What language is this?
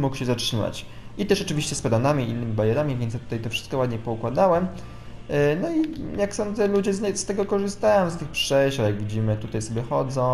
Polish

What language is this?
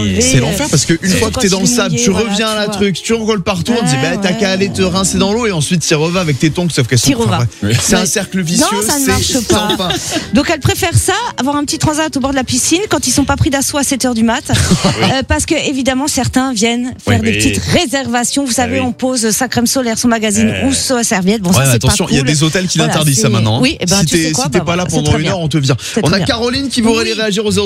French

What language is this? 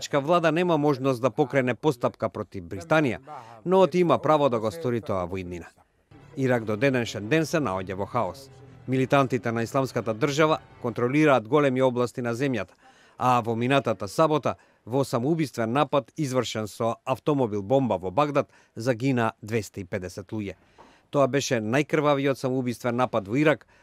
Macedonian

